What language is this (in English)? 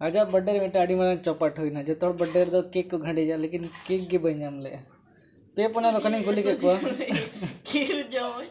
Santali